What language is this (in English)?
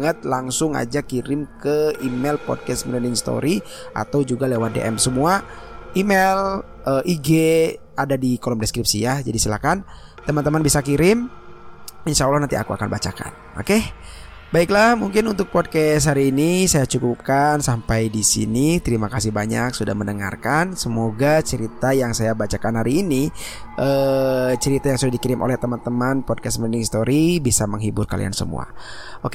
Indonesian